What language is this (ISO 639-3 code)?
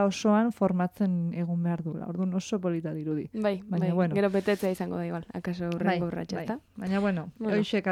eus